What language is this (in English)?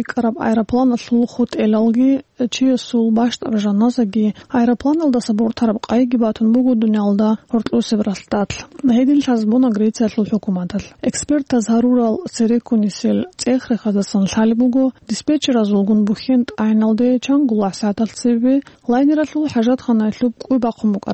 Avaric